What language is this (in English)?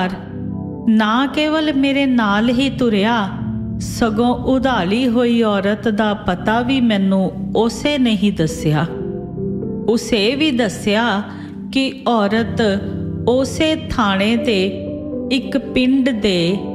Punjabi